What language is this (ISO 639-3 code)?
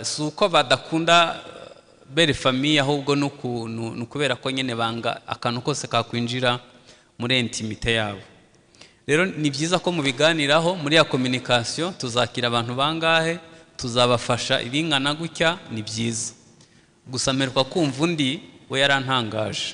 kin